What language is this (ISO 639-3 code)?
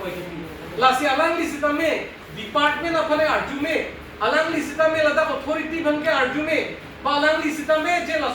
mjw